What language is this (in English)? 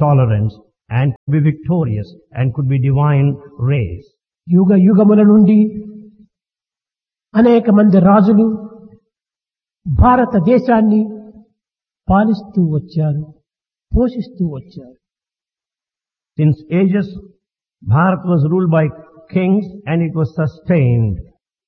Telugu